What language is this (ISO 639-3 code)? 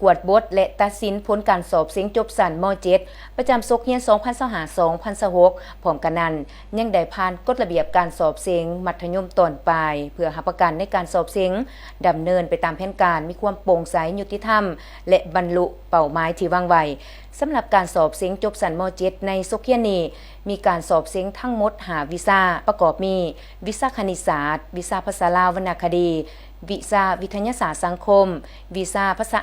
lao